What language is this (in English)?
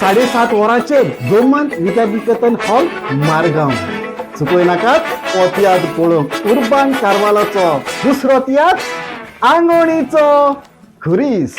Konkani